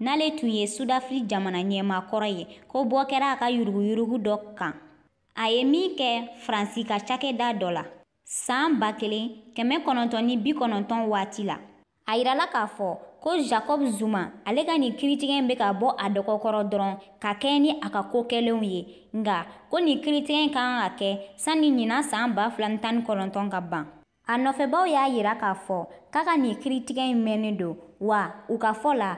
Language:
Bambara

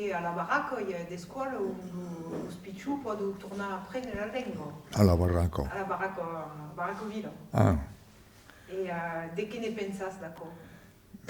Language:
Occitan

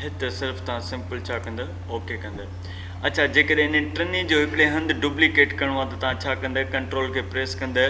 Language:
Sindhi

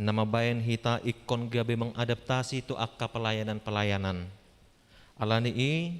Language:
Batak Toba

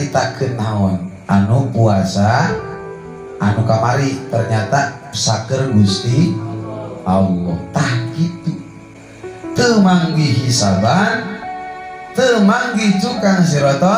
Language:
Sundanese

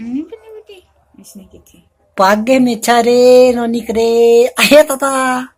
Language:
Chhattisgarhi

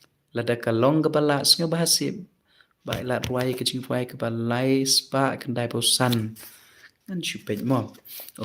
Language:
Khasi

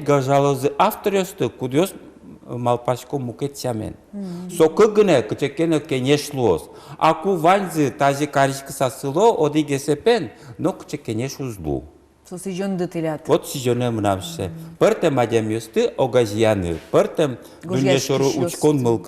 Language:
Udmurt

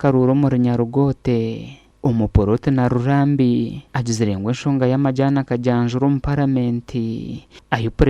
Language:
Nyankole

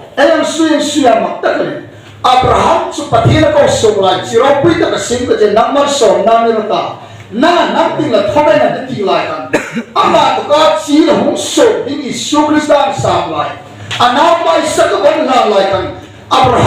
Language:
Hmar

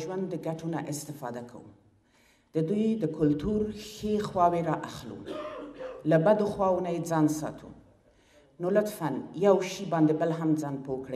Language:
Pashto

